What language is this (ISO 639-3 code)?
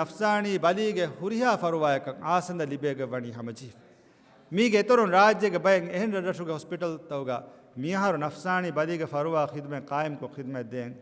div